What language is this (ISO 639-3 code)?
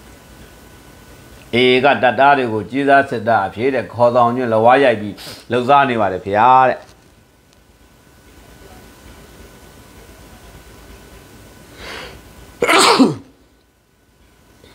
mya